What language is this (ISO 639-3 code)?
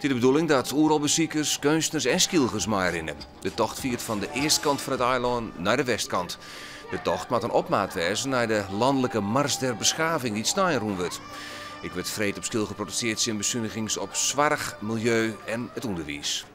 fry